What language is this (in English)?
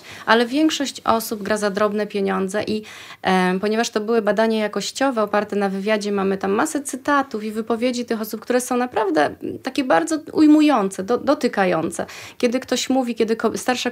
Polish